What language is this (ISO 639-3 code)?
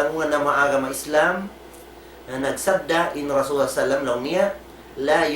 tsg